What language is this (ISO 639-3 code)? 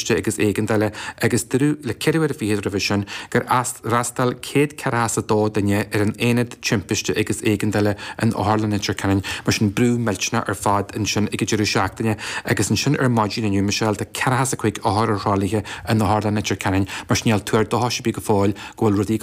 gle